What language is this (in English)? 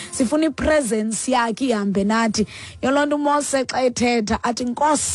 Xhosa